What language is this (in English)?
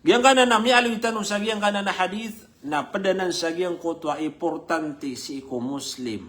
Maranao